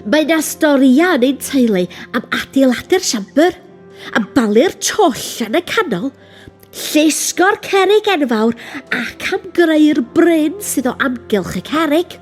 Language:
Welsh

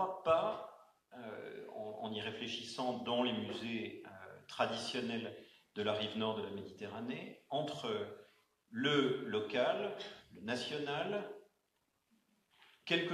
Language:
French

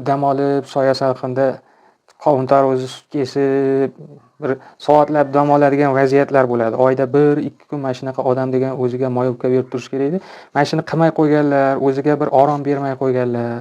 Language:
Uzbek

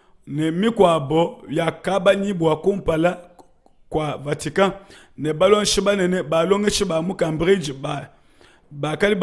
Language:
Luba-Lulua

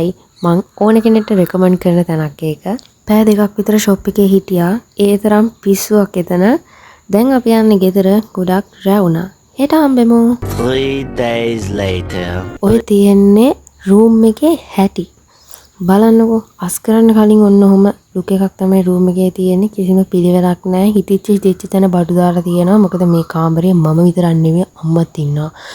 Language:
Sinhala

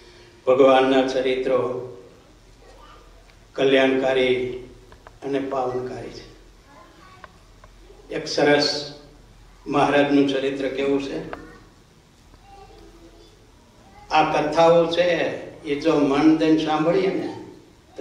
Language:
Gujarati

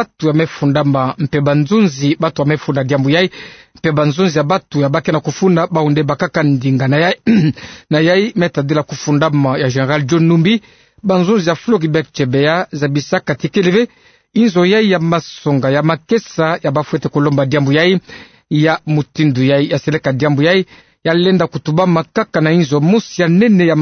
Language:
Kituba (Democratic Republic of Congo)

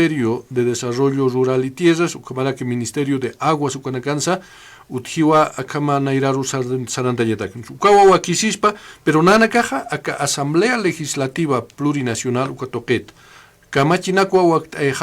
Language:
Aymara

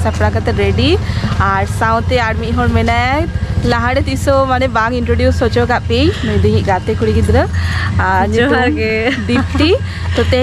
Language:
Santali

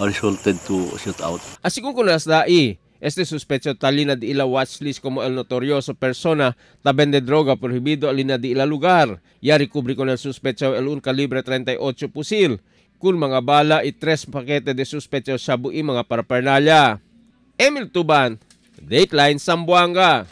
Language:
Chavacano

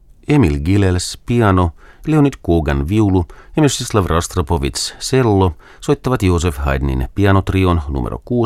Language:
Finnish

